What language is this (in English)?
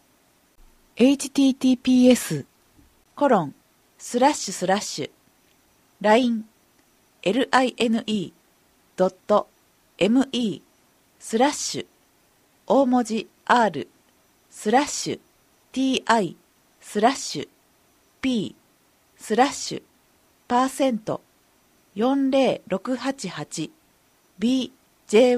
Japanese